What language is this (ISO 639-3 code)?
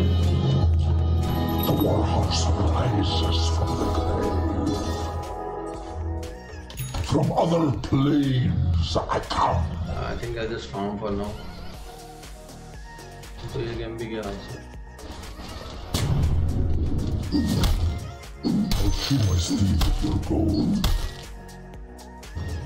eng